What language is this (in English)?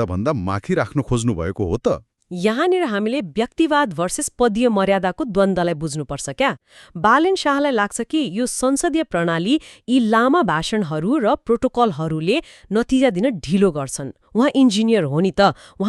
Nepali